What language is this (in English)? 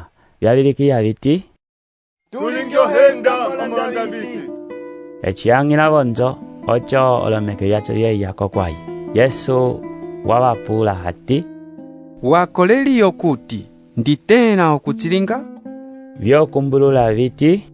Umbundu